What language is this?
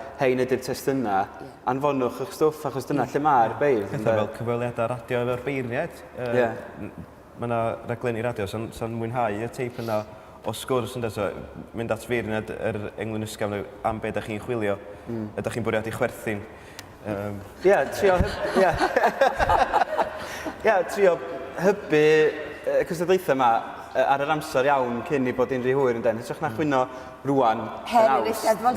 Welsh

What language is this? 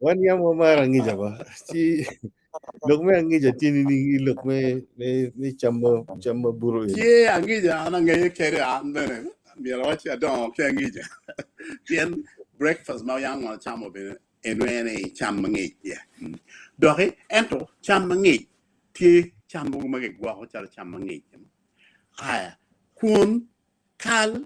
Acoli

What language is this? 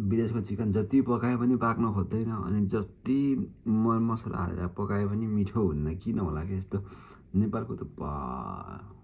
Nepali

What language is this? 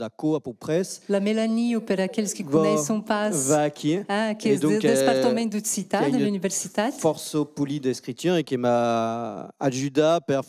Occitan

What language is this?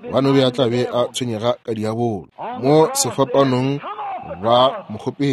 Northern Sotho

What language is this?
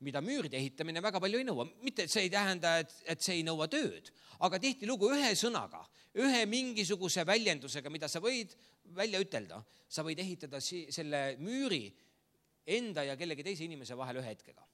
Estonian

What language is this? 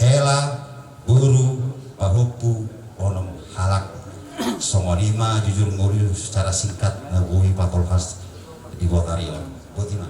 Batak Toba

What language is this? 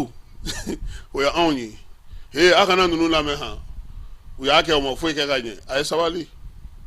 Bambara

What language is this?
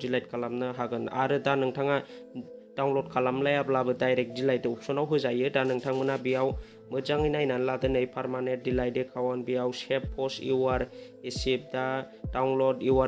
Bodo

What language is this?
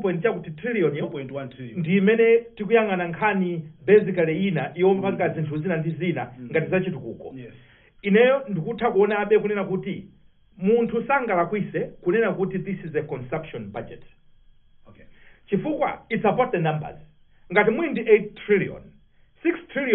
Nyanja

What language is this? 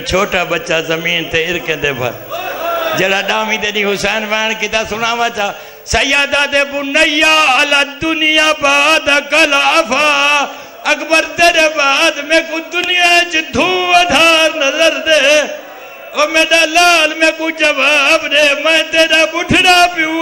Saraiki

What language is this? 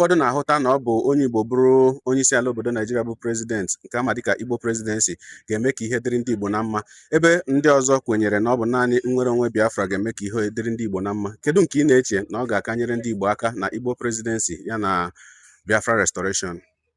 Igbo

